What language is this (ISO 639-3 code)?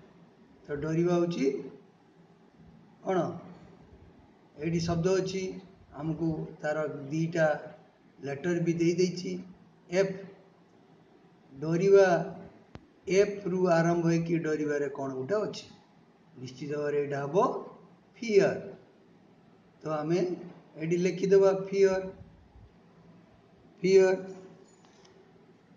ori